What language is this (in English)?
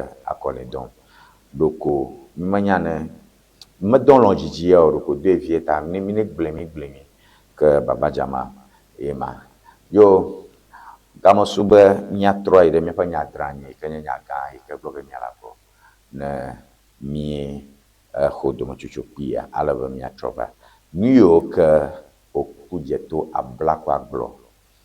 Ewe